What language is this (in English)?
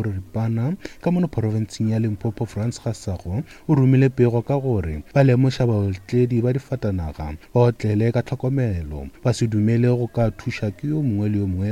Northern Sotho